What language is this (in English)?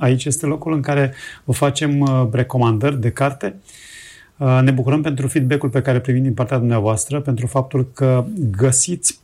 Romanian